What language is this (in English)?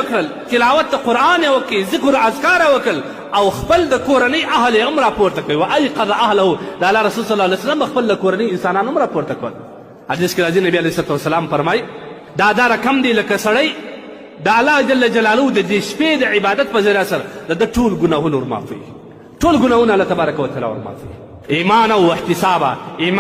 Pashto